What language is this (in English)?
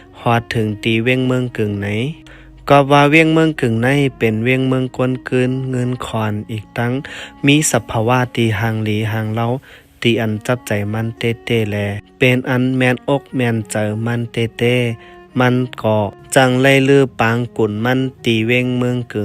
Shan